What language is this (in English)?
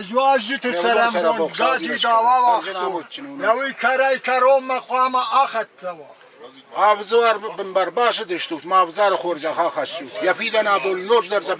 Ossetic